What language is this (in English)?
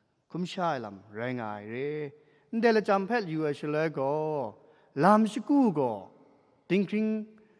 Kachin